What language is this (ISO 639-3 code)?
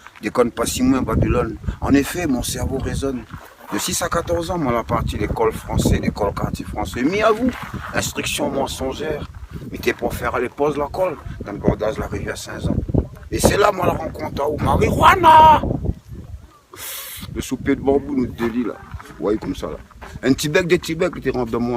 rcf